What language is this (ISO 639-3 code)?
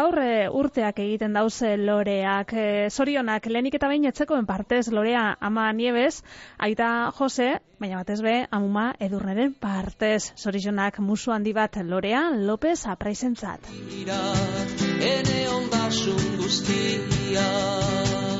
eus